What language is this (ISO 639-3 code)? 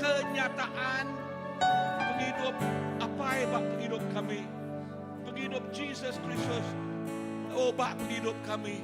iba